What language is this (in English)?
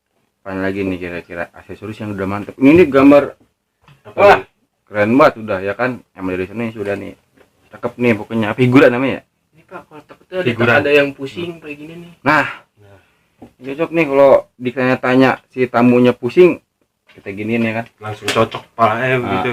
Betawi